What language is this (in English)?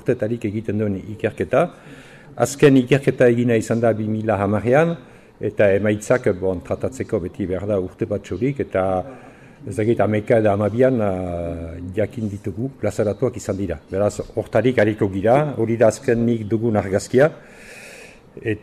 Basque